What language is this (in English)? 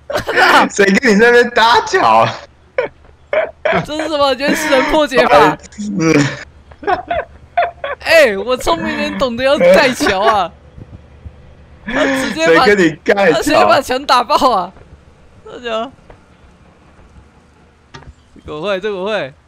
Chinese